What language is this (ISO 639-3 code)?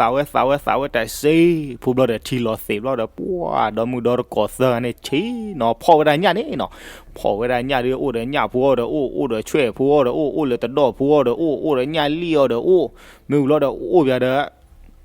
ksw